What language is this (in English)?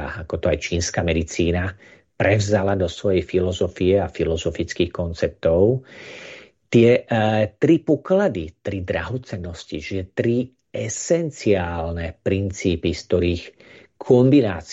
Slovak